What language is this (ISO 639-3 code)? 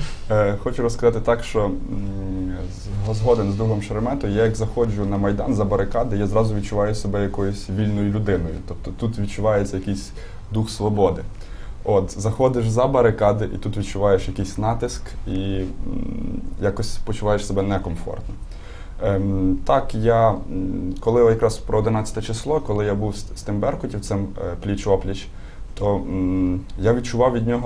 ukr